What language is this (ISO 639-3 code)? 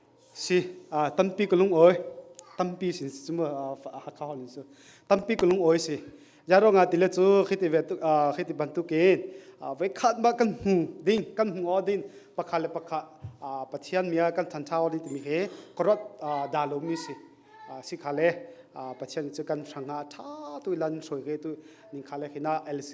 cnh